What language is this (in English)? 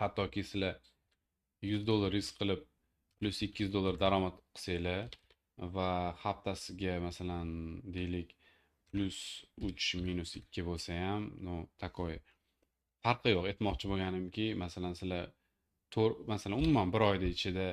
Uzbek